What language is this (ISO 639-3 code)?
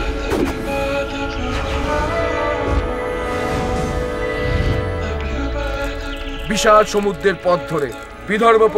ben